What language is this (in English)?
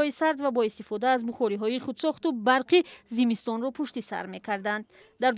Tajik